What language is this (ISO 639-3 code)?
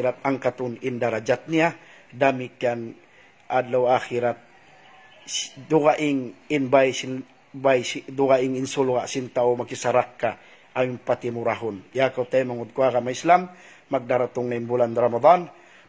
tsg